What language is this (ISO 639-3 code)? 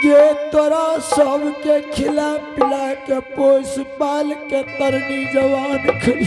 anp